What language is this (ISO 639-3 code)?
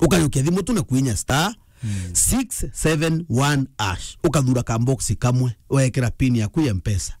mer